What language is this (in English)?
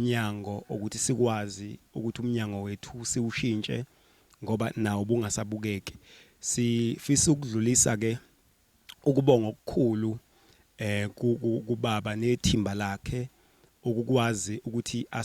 Zulu